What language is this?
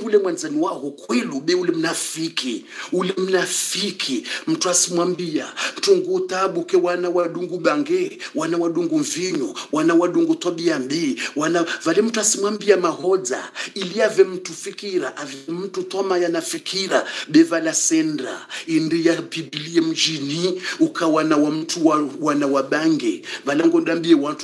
Swahili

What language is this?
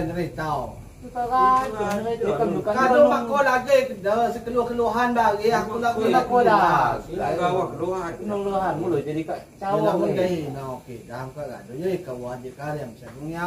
Lampung Nyo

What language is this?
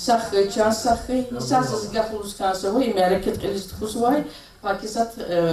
Lezghian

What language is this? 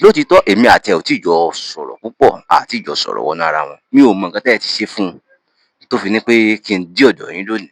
Yoruba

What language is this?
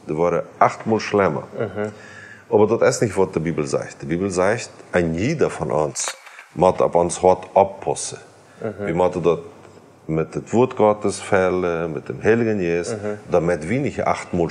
Plautdietsch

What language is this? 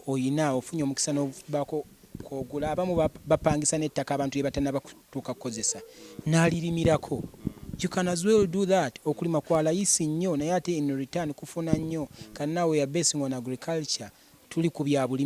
Ganda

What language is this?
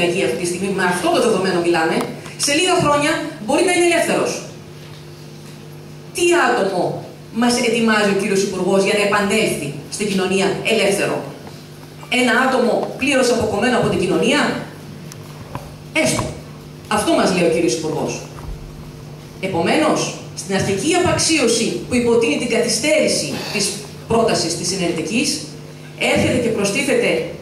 Greek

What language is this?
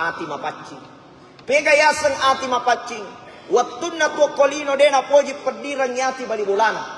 Buginese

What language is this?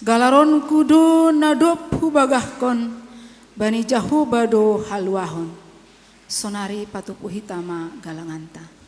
Batak Simalungun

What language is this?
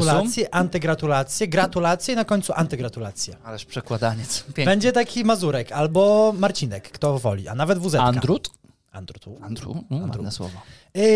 Polish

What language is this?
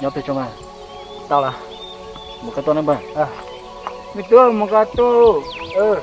Hmong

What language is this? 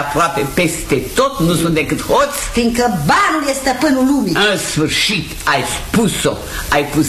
Romanian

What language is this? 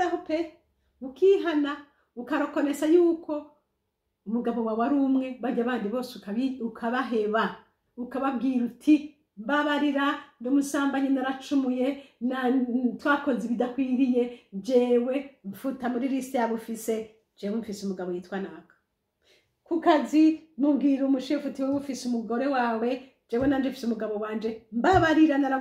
Rundi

